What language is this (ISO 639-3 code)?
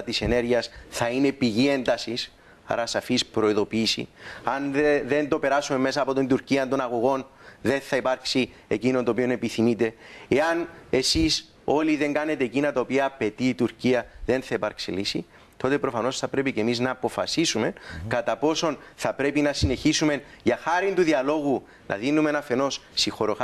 ell